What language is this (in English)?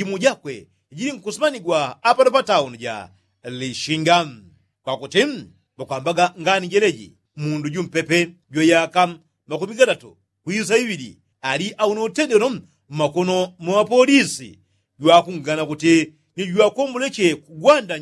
Yao